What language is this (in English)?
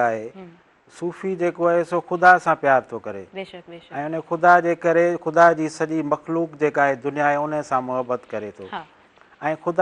Sindhi